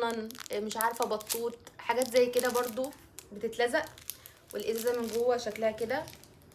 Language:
Egyptian Arabic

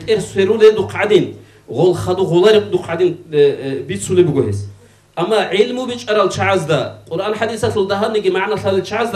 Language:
Avaric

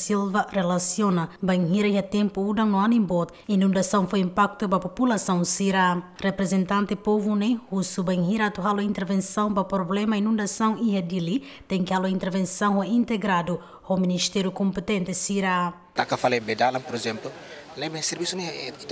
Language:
Tetum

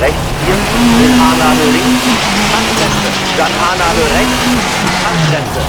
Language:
Bavarian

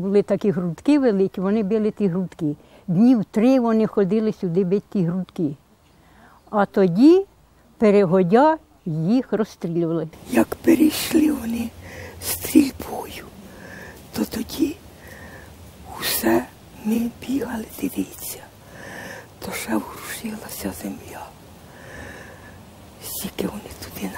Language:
Ukrainian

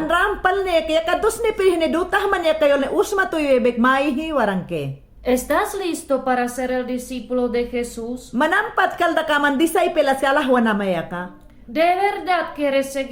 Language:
Mayangna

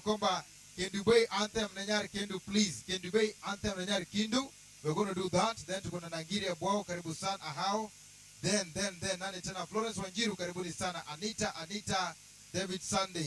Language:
Luo (Kenya and Tanzania)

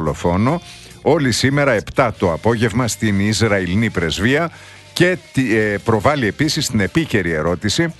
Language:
Greek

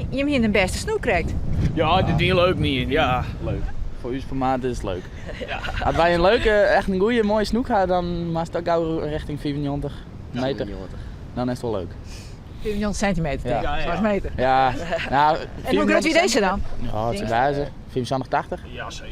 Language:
Western Frisian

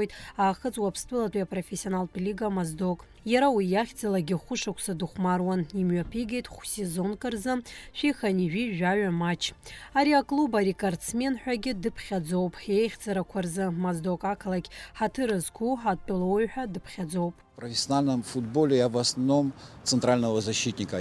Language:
Abkhazian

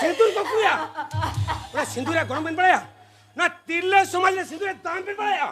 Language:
Santali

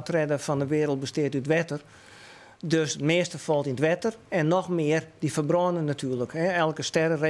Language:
Western Frisian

